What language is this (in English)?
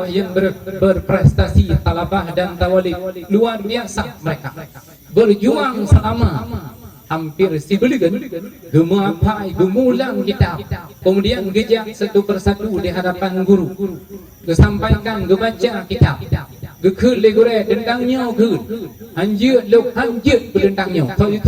Achinese